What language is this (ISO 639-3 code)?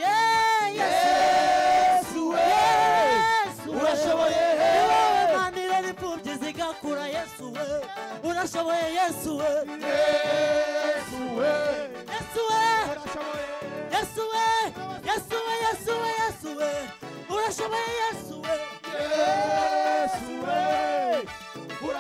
kin